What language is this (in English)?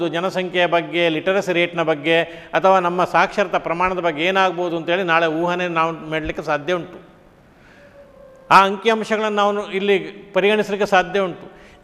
Kannada